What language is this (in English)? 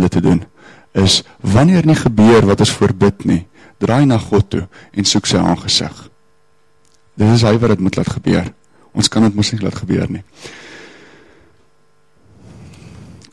Afrikaans